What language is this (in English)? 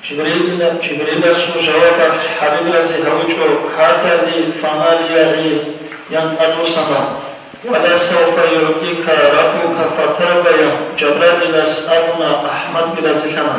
Avaric